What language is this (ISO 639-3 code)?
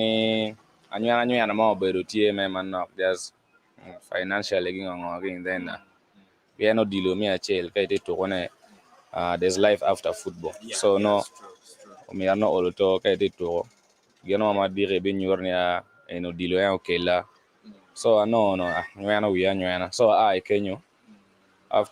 ach